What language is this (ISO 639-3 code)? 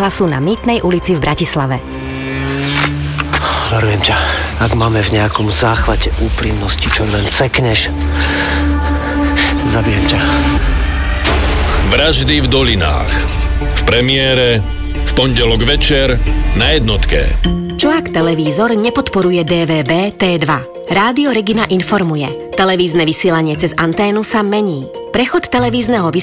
slk